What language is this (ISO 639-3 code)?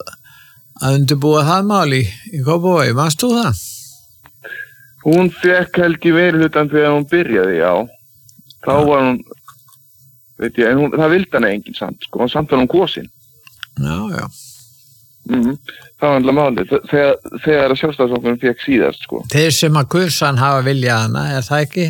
isl